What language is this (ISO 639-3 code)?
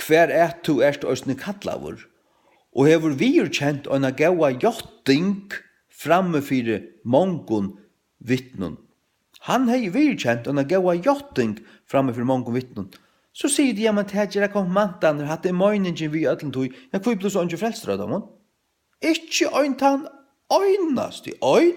fao